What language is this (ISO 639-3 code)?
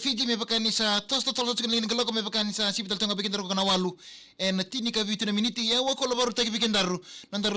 fij